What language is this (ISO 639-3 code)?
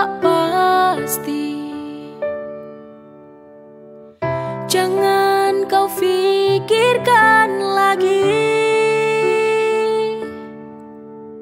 ind